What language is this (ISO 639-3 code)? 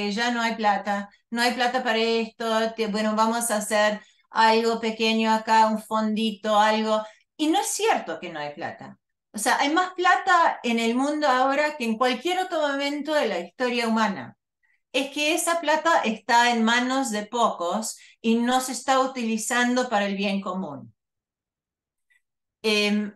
spa